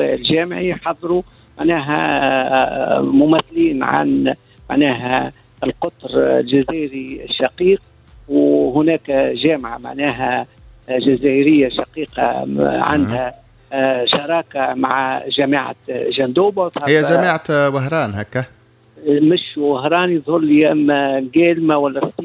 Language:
Tunisian Arabic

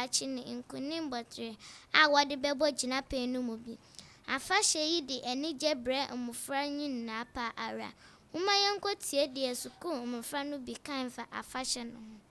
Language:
Akan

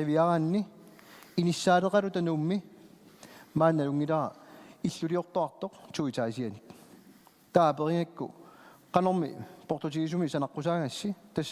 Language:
Kalaallisut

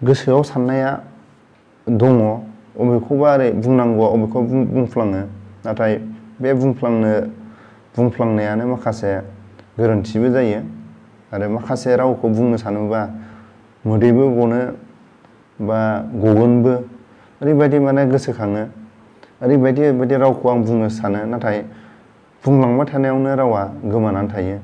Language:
Bodo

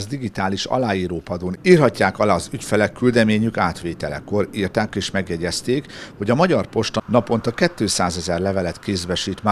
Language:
Hungarian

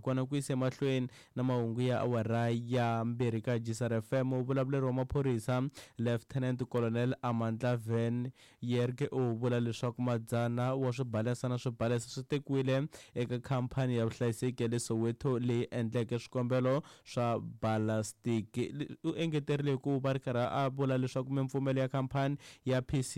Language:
Tsonga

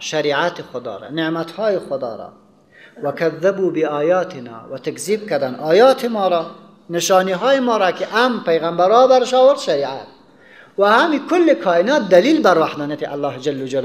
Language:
Persian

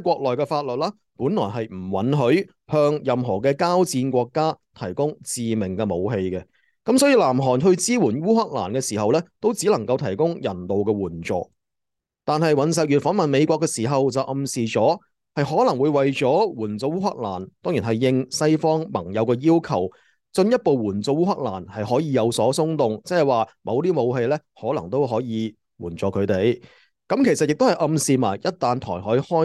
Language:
Cantonese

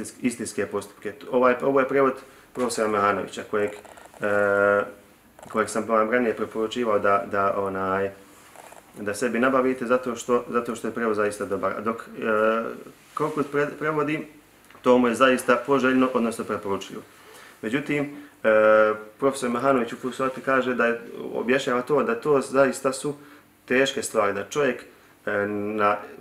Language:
Bosnian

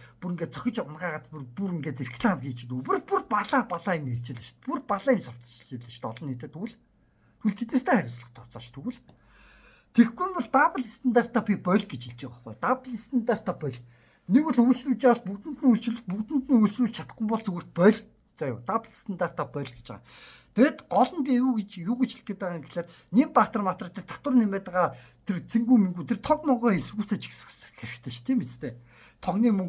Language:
Mongolian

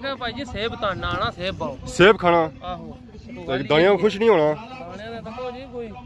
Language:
Pahari-Potwari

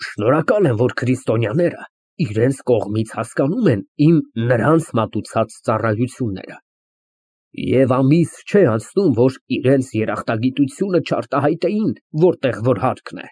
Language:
Armenian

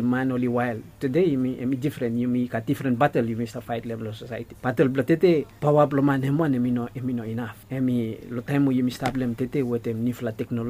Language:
Bislama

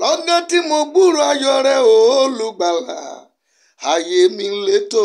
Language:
Yoruba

